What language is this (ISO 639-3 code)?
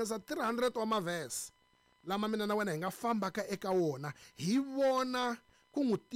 tso